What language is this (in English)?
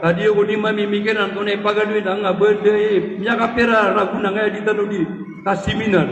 Maranao